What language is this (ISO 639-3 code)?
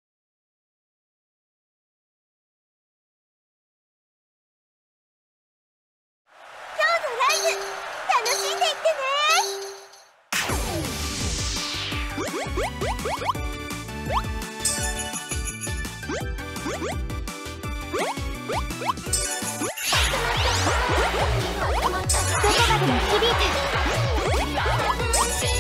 jpn